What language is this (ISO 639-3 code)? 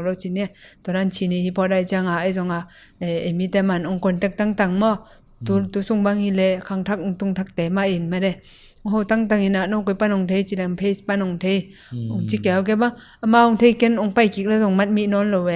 ctd